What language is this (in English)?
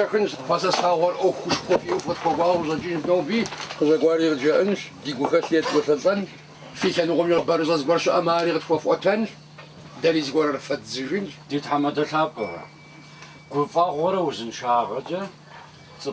Kabardian